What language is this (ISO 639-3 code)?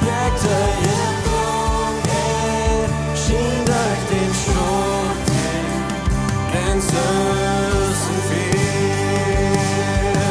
pdt